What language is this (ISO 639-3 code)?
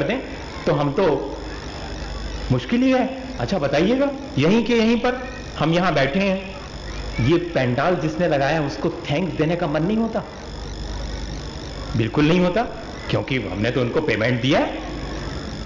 hin